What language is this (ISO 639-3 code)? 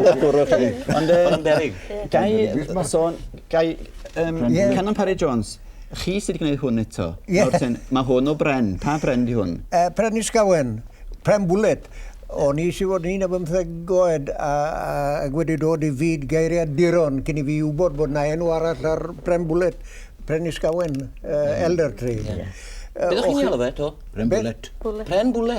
cym